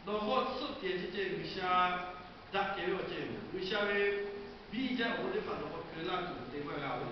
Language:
Lahu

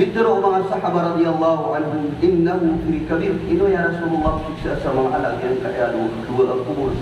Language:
Maranao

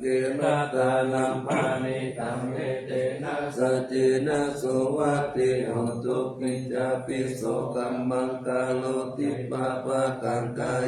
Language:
Pali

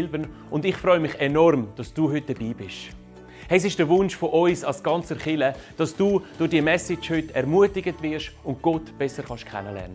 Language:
Swiss German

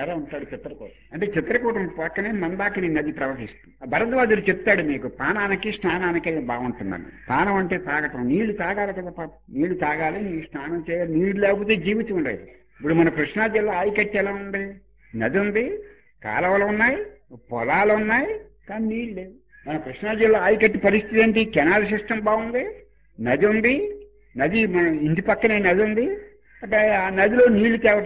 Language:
Telugu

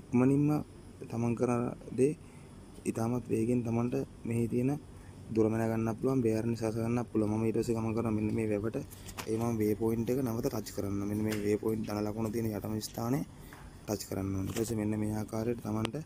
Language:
Sinhala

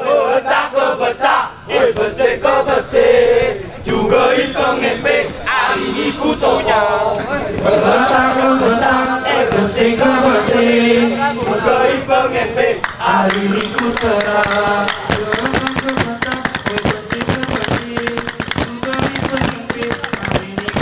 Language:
Gayo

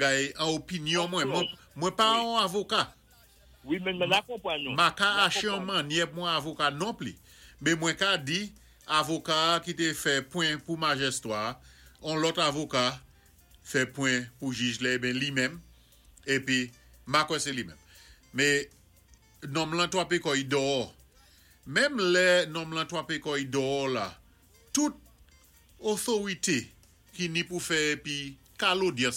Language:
Saint Lucian Creole French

